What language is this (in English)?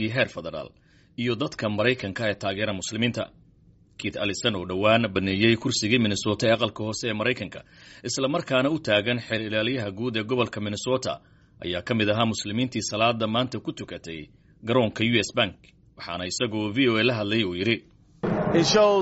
Somali